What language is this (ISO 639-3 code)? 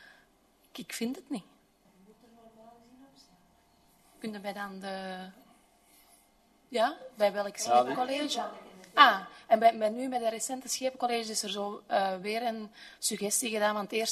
nld